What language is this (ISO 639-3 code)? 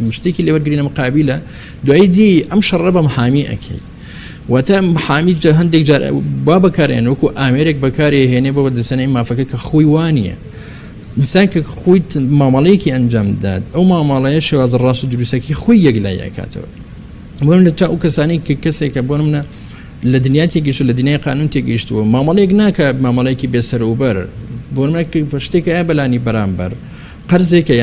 ckb